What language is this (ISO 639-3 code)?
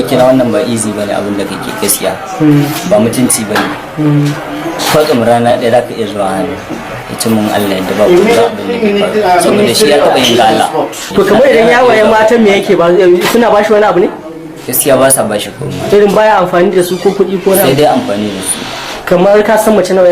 hau